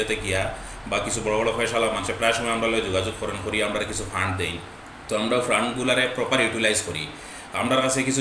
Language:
Sylheti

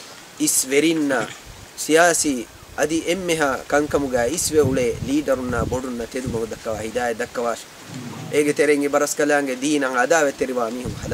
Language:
Divehi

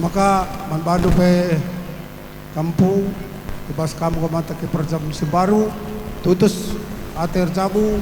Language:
Batak Karo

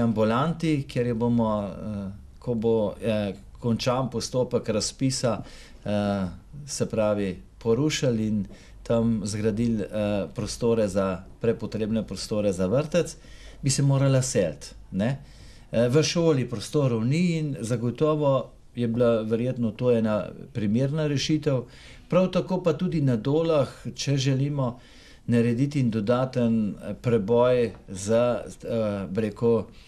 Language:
Slovenian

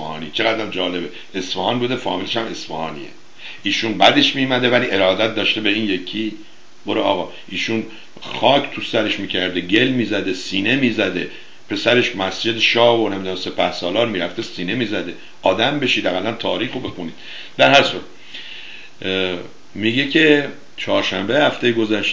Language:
Persian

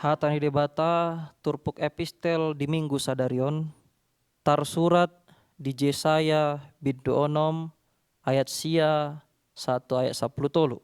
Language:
Batak Toba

